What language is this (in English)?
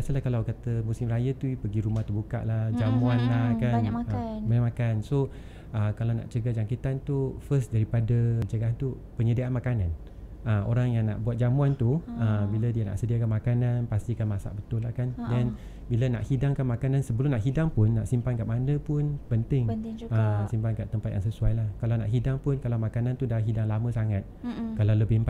Malay